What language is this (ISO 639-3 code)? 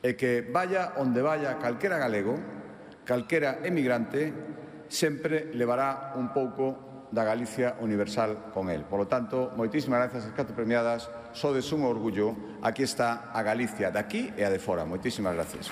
glg